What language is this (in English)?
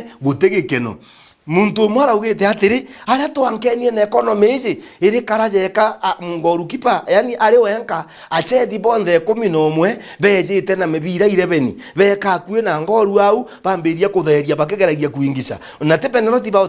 Meru